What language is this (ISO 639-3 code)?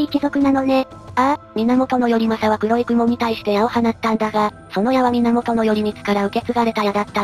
jpn